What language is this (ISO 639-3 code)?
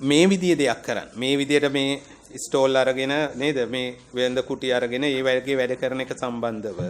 sin